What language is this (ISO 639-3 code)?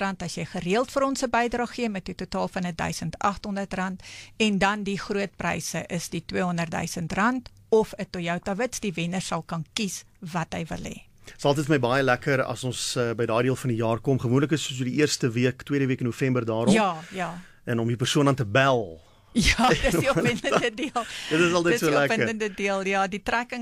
afr